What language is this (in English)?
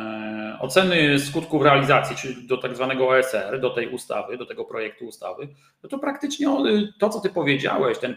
Polish